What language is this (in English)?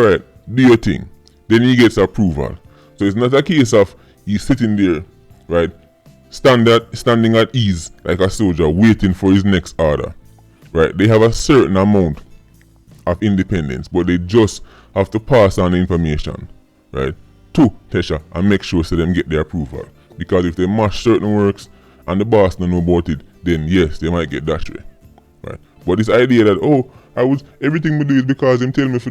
Jamaican Creole English